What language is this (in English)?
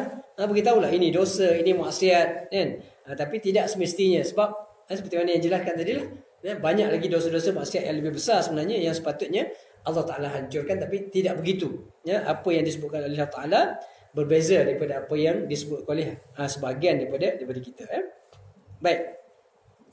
Malay